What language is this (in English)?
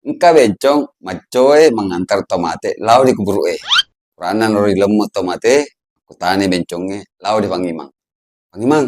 Buginese